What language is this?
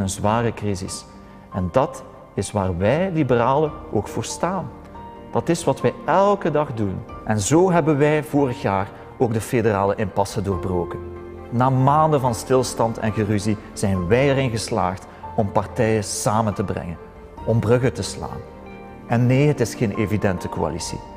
Dutch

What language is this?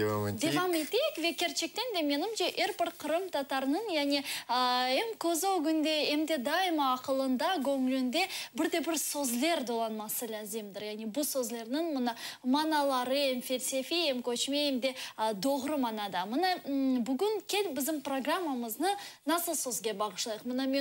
Crimean Tatar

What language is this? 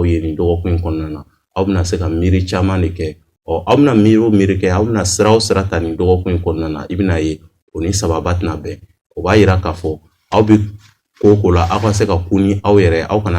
Bambara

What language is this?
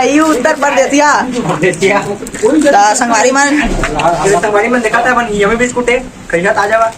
Chhattisgarhi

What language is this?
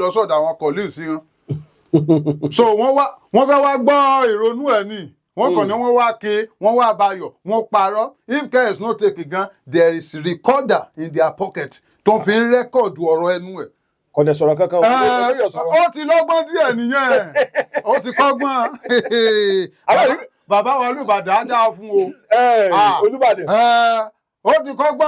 Yoruba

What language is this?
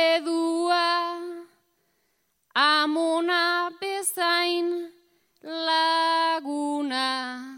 Basque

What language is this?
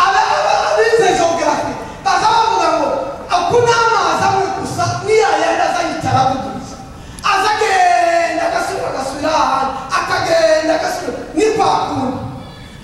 Kinyarwanda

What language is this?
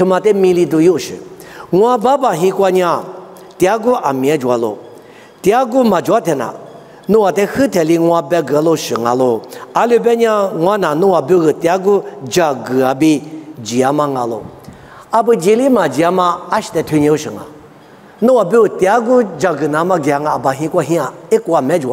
Lisu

